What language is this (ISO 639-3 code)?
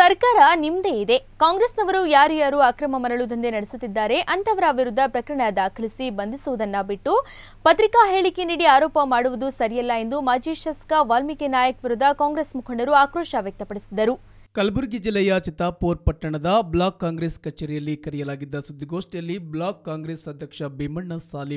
kan